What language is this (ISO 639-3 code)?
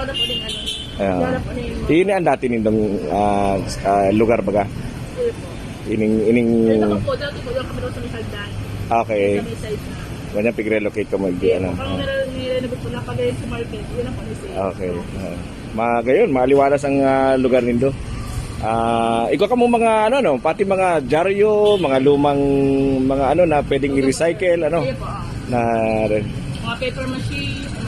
bik